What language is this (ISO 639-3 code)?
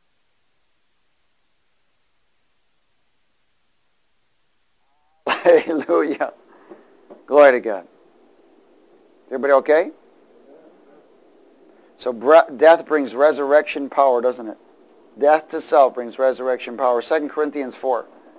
eng